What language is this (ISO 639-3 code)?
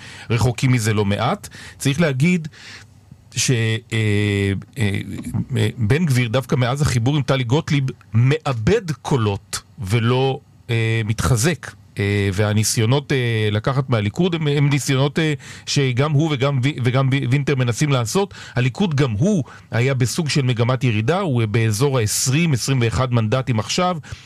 heb